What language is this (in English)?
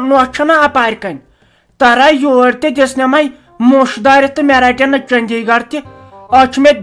Kashmiri